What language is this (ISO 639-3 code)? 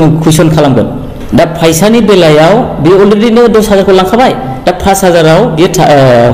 brx